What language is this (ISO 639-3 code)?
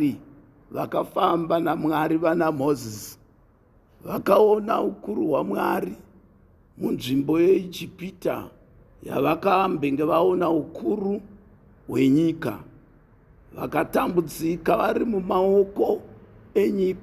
sna